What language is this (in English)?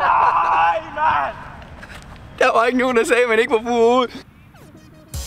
Danish